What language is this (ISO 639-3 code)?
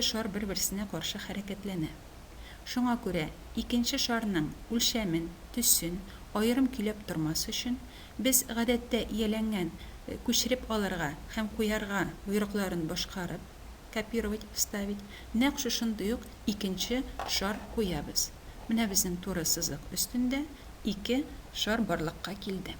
tat